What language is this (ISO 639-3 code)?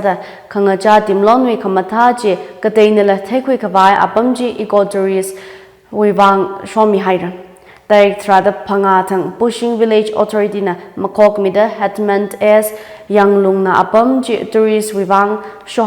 nmf